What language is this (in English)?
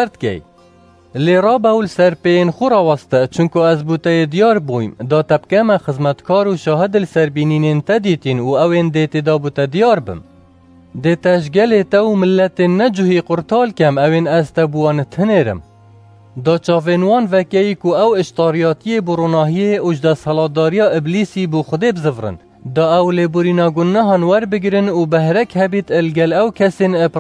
Kurdish